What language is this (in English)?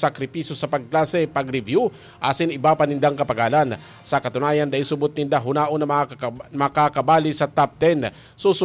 Bikol